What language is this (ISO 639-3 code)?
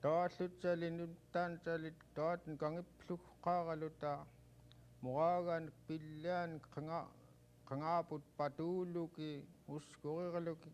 esu